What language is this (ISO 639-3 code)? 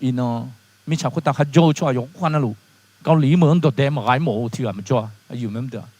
ahk